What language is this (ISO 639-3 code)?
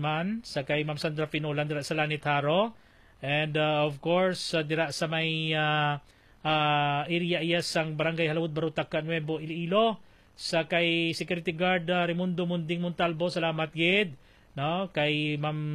hil